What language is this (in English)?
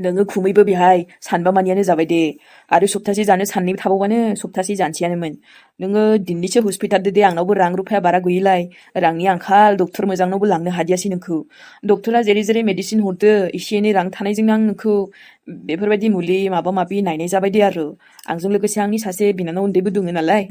Bodo